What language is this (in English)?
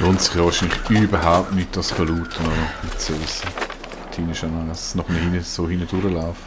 Swiss German